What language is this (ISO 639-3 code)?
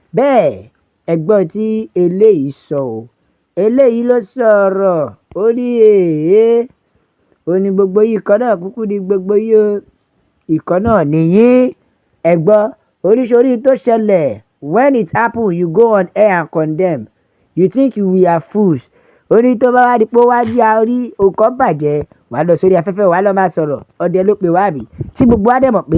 yor